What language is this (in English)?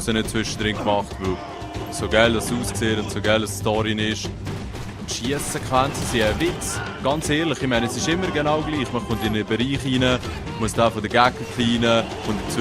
Swiss German